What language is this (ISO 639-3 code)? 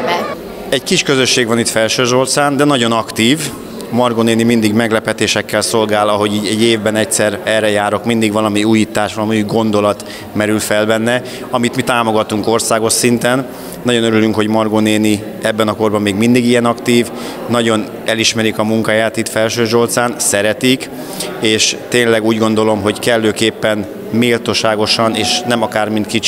hun